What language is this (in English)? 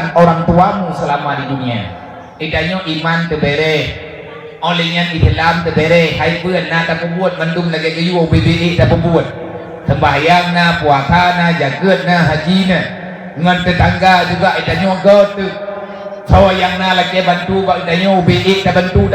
Achinese